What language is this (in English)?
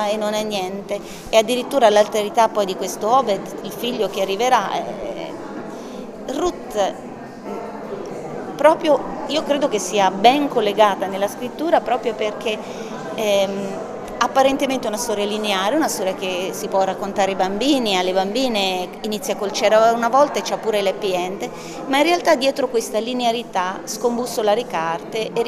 Italian